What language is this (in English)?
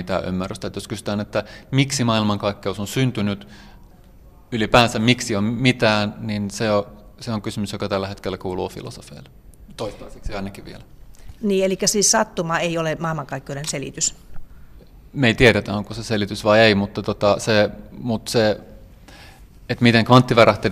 Finnish